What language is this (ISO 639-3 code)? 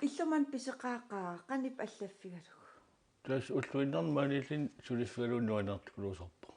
kal